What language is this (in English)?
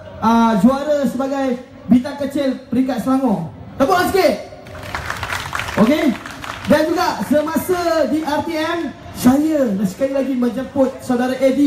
Malay